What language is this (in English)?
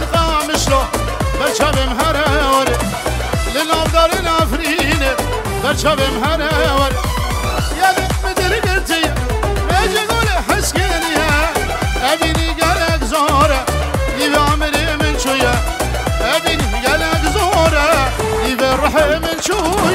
Kurdish